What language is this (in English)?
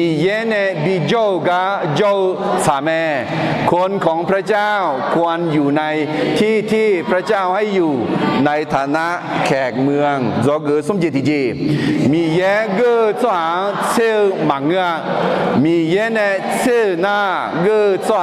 Akha